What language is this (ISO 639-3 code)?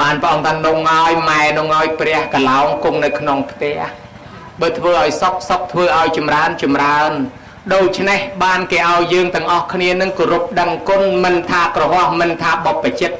khm